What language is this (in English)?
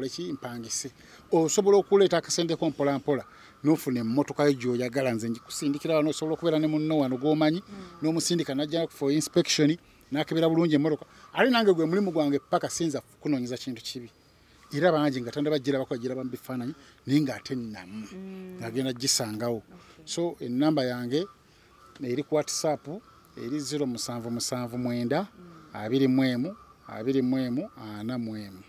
Ganda